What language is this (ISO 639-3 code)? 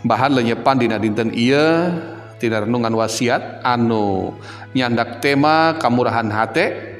sun